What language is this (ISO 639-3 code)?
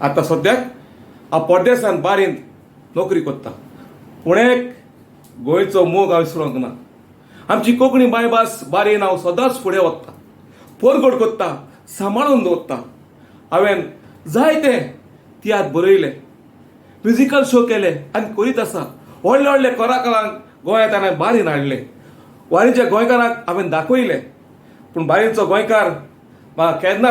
kok